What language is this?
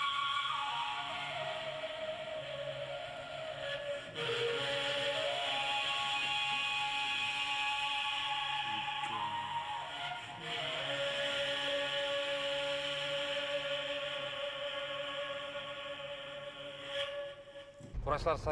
Bashkir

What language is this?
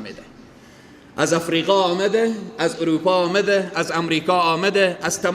Persian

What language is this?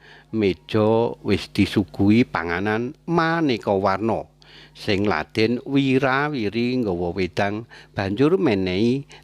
Javanese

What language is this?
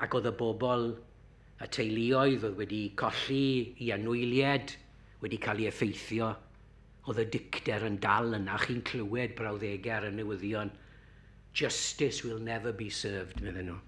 Welsh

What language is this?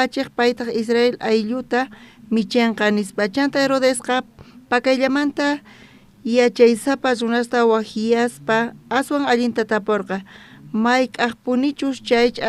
South Bolivian Quechua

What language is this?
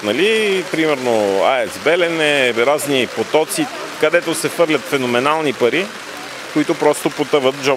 Bulgarian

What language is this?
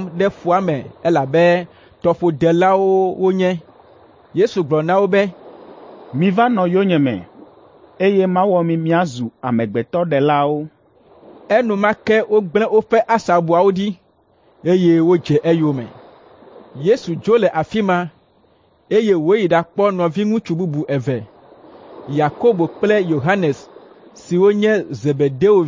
Ewe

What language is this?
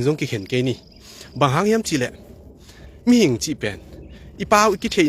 Tedim Chin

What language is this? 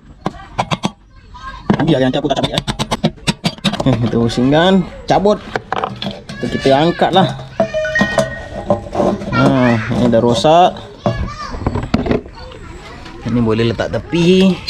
Malay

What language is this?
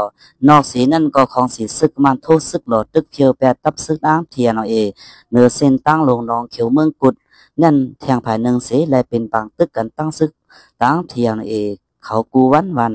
Shan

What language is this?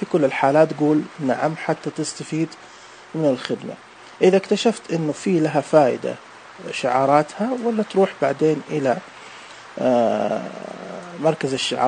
Najdi Arabic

